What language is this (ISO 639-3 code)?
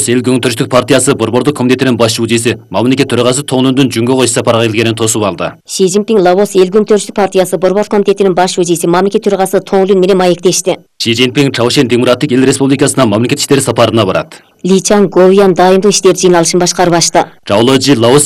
kir